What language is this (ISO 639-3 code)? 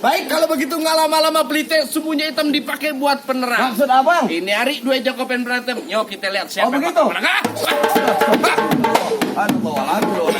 bew